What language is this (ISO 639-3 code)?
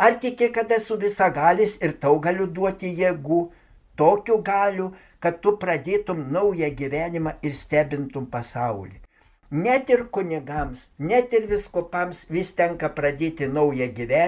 lit